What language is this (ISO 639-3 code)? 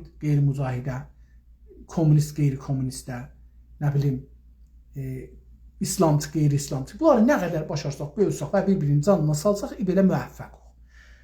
azb